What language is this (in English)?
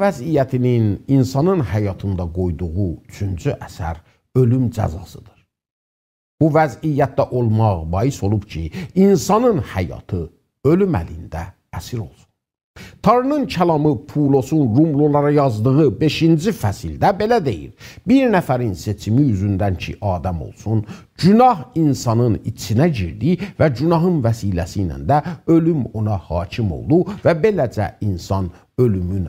South Azerbaijani